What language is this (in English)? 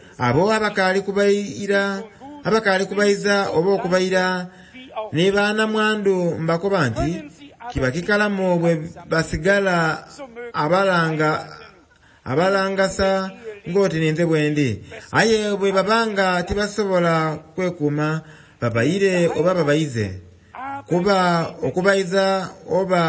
Soga